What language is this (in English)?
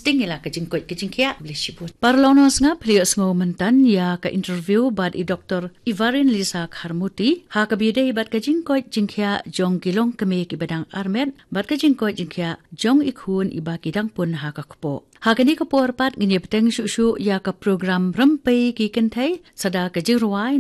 Khasi